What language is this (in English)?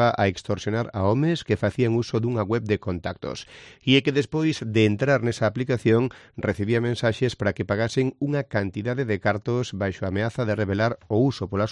Galician